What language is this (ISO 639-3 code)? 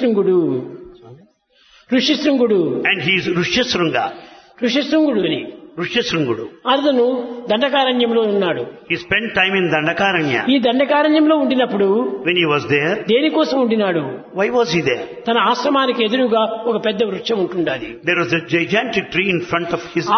tel